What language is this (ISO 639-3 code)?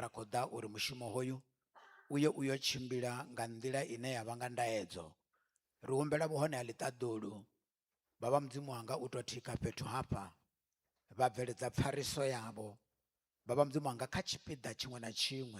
ven